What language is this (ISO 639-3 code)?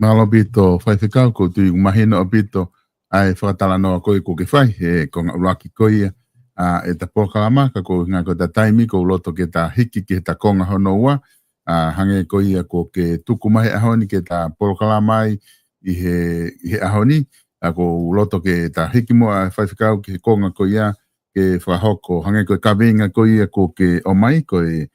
ton